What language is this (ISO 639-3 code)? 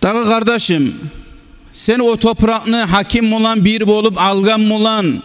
kum